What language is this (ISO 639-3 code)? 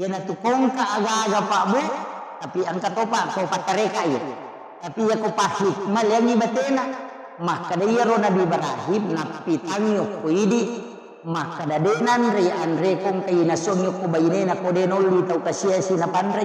bug